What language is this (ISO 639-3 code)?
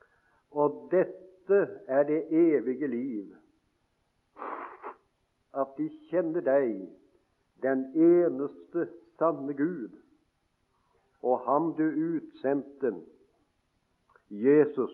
nor